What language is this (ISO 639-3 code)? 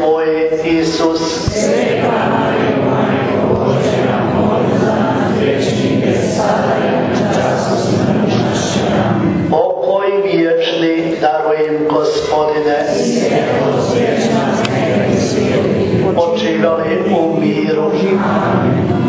hrv